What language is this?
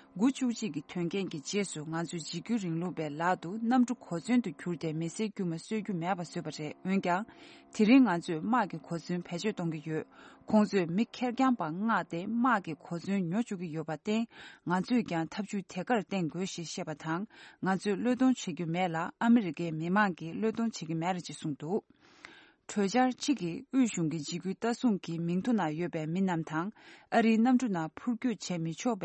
Tibetan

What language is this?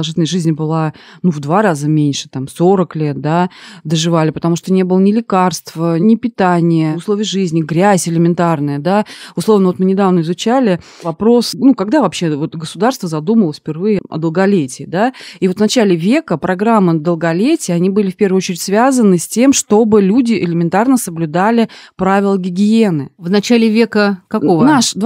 Russian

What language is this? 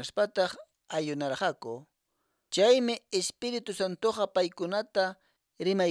Quechua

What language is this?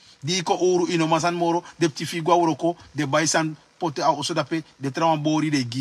Sranan Tongo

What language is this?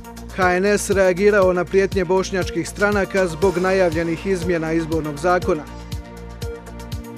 Croatian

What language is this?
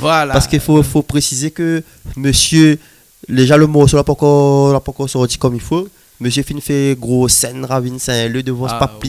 Réunion Creole French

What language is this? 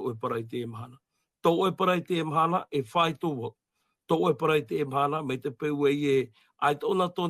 Tahitian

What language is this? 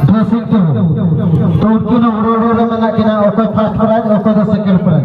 Santali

